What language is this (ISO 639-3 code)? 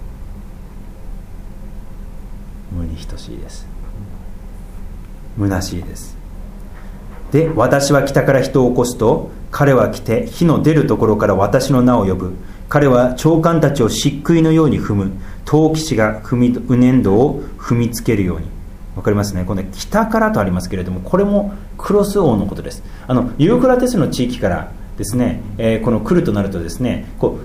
jpn